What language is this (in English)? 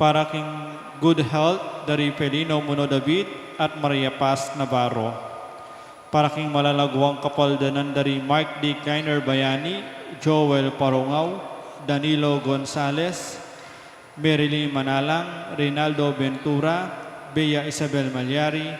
Pampanga